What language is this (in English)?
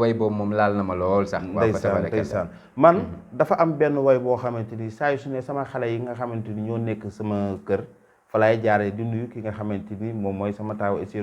Wolof